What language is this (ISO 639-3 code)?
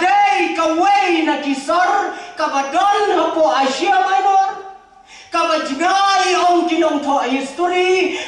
kha